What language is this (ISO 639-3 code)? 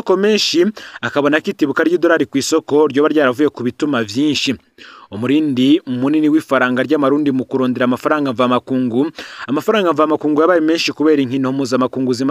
run